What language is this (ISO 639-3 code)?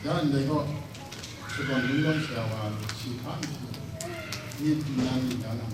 kac